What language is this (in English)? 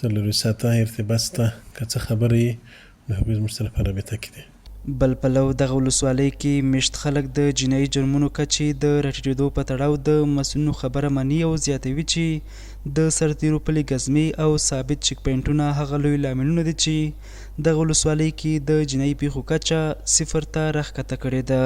Pashto